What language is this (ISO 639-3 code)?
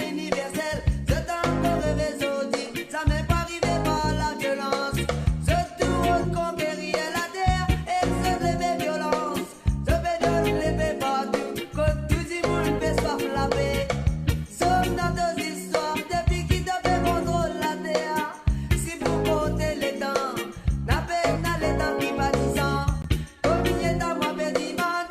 mfe